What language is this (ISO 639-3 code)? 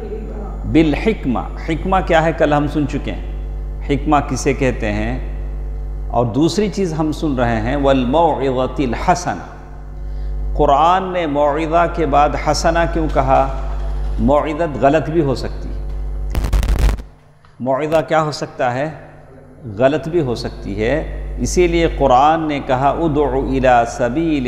urd